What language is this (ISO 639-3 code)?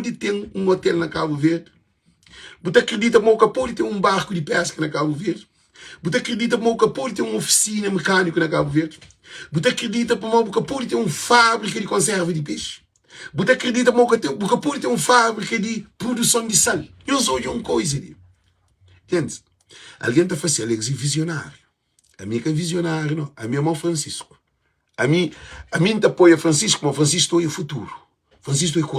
kea